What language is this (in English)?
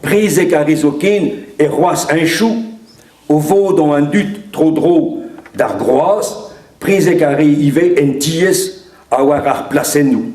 Breton